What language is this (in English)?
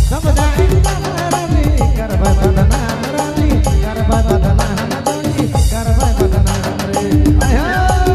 Sadri